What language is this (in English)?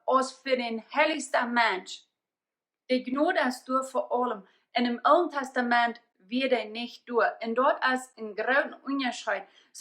Plautdietsch